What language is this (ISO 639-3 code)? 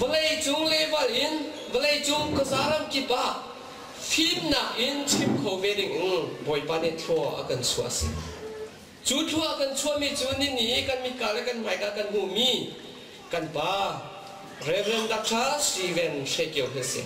cnh